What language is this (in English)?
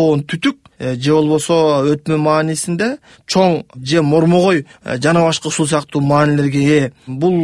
Kyrgyz